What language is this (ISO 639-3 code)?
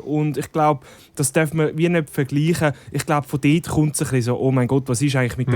gsw